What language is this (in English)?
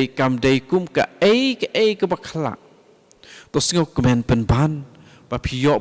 Khasi